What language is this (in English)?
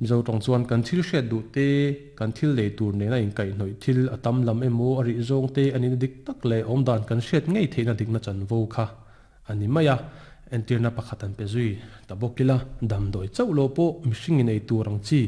Mizo